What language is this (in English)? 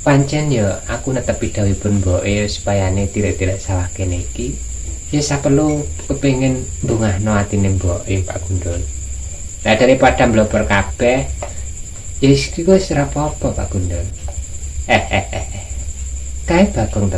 Javanese